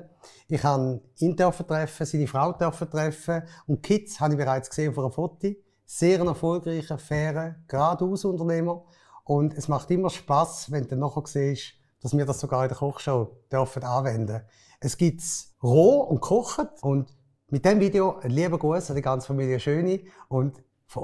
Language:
Swiss German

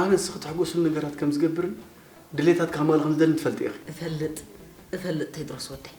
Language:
Tigrinya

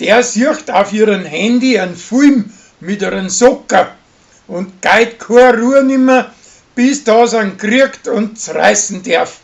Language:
Bavarian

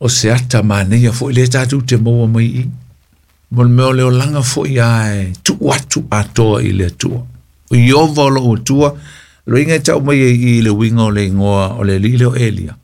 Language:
Samoan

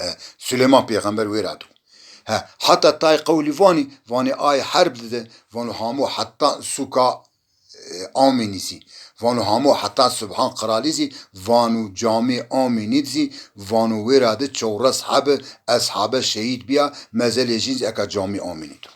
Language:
Zaza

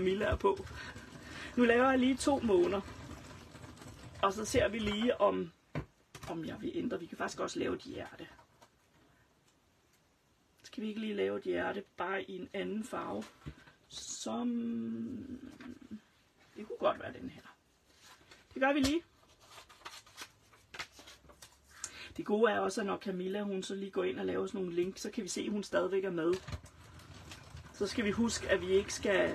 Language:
Danish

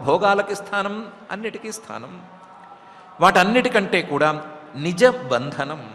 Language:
Telugu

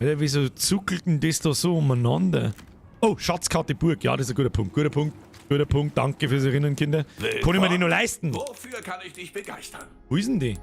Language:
Bavarian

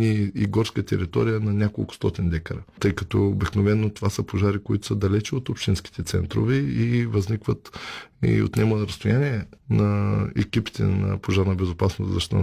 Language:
Bulgarian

